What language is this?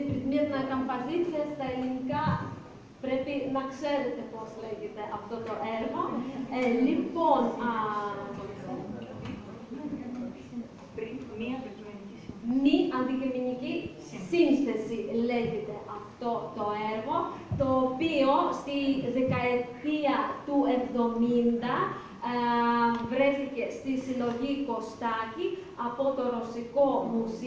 Greek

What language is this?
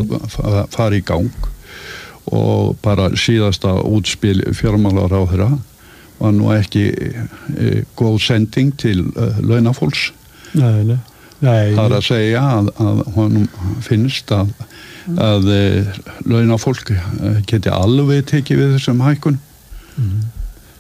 Icelandic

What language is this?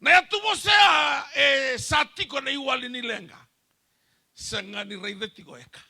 Fijian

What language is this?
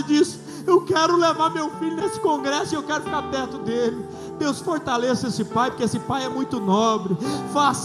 Portuguese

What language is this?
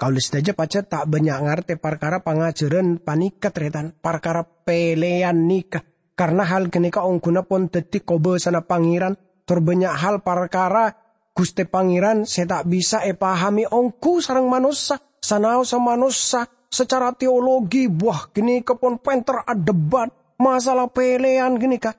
Madurese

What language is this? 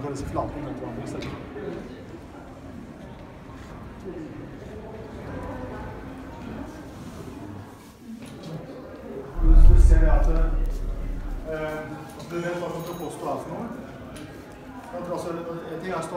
Norwegian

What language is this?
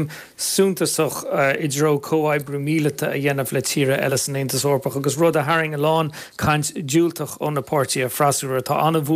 Irish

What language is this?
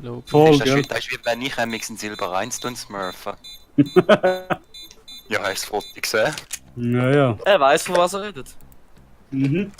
Swiss German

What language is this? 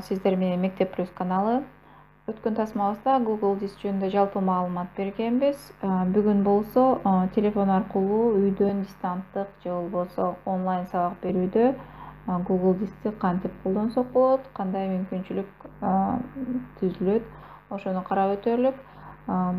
Kyrgyz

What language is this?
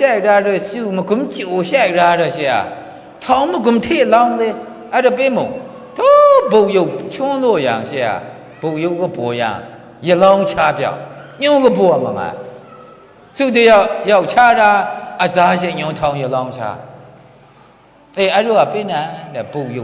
Maru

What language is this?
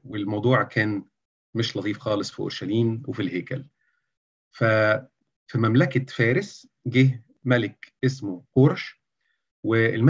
Egyptian Arabic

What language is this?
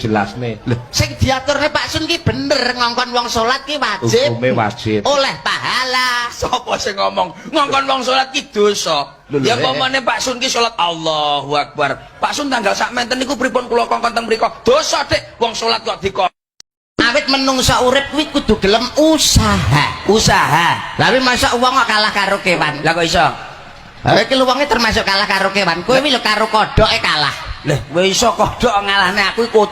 Javanese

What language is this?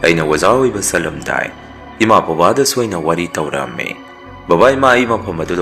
Manipuri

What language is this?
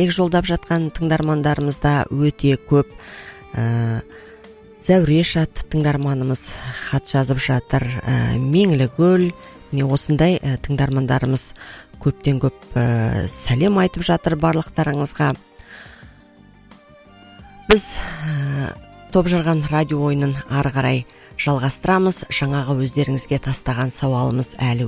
Kazakh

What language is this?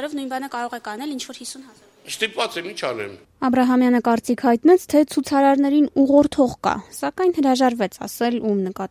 Armenian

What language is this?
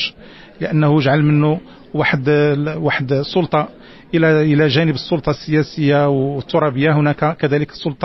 Moroccan Arabic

